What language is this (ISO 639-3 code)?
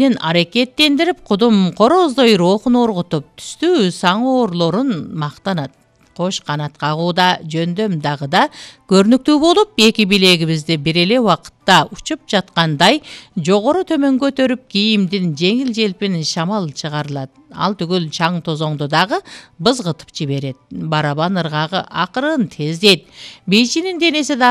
kir